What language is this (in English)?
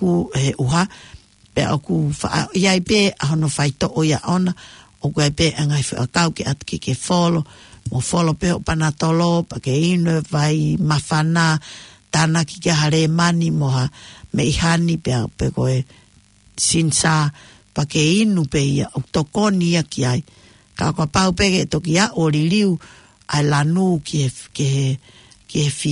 Tongan